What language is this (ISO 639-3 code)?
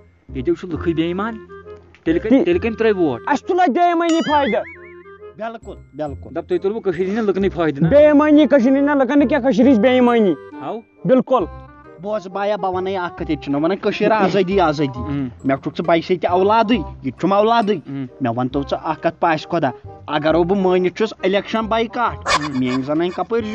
kas